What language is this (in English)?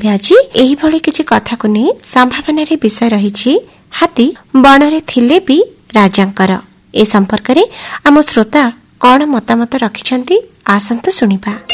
Odia